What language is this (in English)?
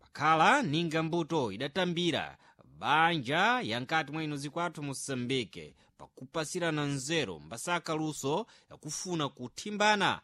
Sena